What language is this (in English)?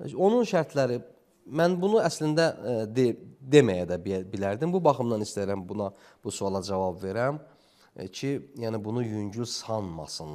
Azerbaijani